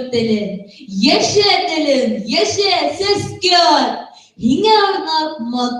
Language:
Bashkir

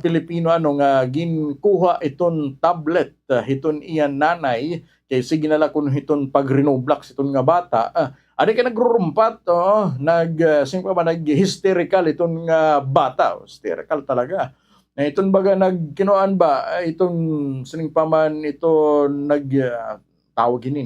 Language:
Waray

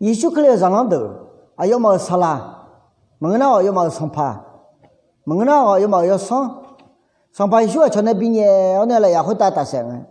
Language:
Akha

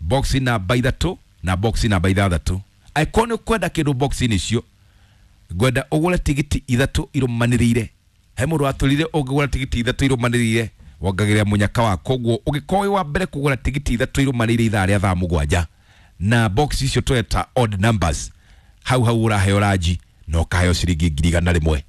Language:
Kikuyu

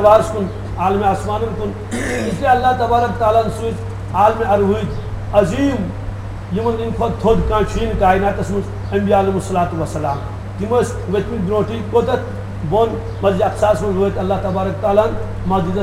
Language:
Kashmiri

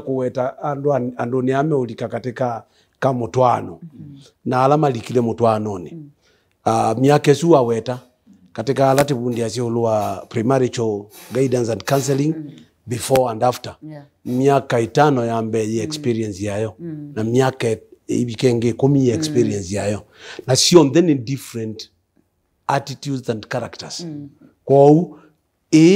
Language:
Kamba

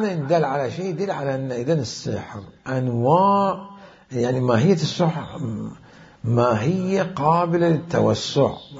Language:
Mesopotamian Arabic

